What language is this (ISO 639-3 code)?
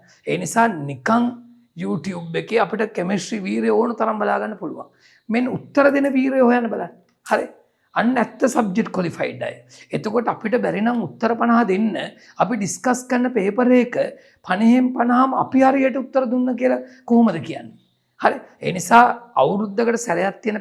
sin